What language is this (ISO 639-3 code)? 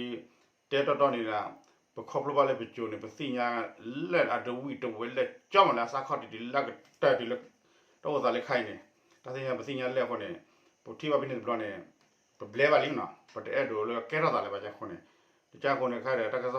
ksw